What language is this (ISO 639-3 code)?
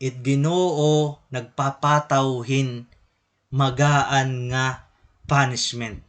war